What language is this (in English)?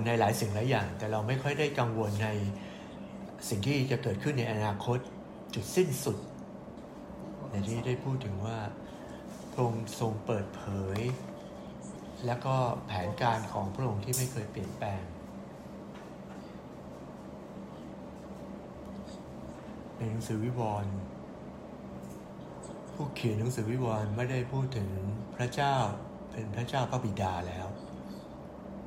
Thai